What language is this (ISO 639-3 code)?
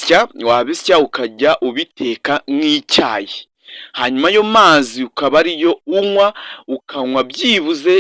kin